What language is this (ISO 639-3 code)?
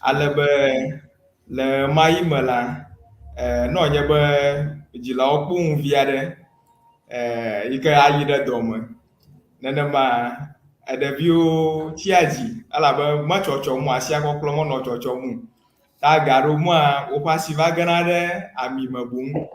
ewe